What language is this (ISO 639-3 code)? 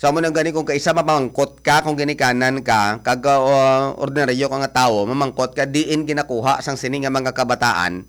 hil